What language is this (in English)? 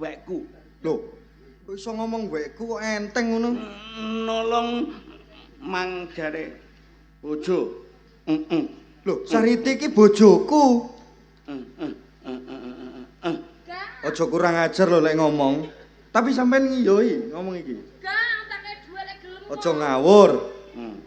Javanese